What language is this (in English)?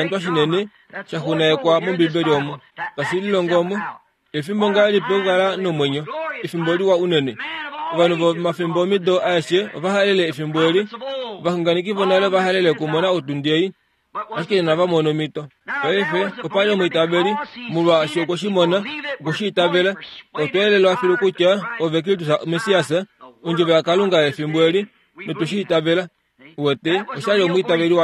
Kuanyama